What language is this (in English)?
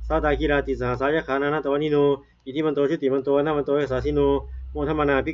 Pali